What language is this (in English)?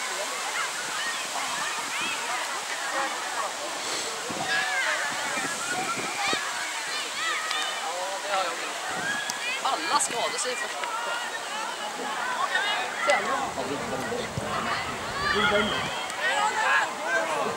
Swedish